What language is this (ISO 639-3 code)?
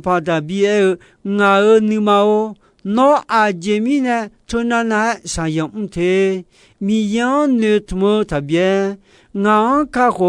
ahk